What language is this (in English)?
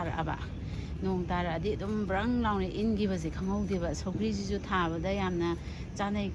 Manipuri